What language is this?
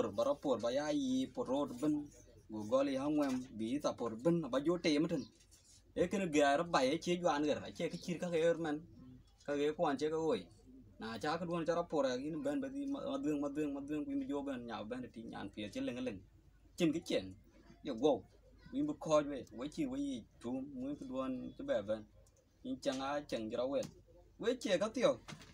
Dinka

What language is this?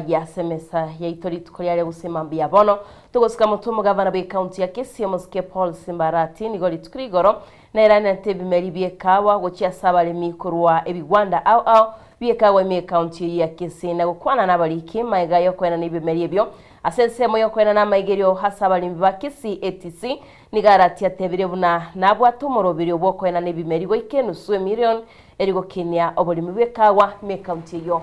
Gusii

